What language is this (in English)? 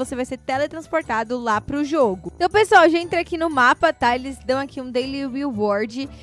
Portuguese